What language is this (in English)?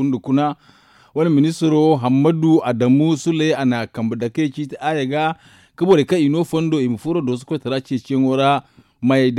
Zarma